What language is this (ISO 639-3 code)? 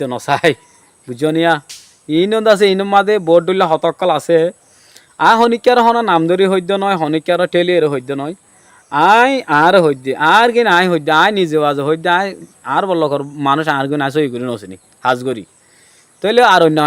rhg